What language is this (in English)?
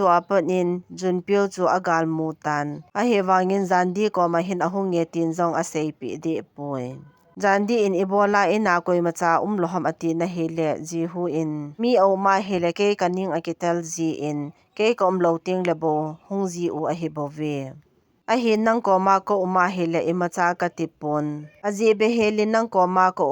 Thado Chin